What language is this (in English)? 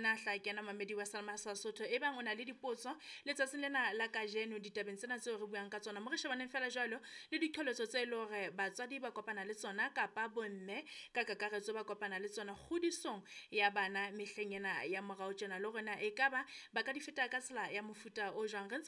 Southern Sotho